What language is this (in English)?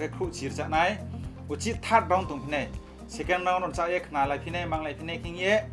Riang (India)